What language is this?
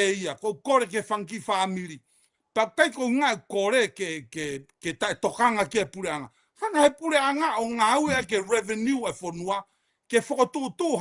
Tongan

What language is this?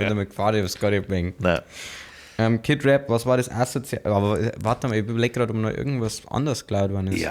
Bavarian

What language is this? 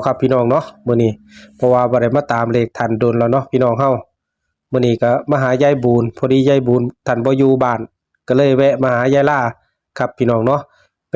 Northeastern Thai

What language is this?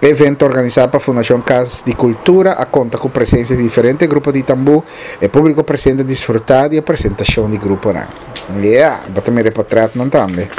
Papiamento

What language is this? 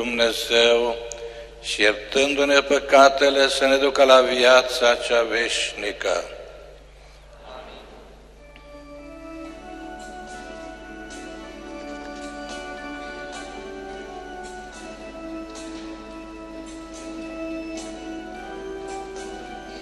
Romanian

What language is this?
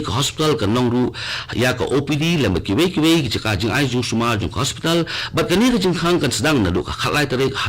Khasi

